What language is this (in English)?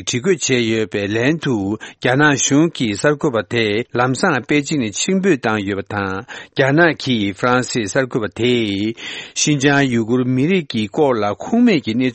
Tibetan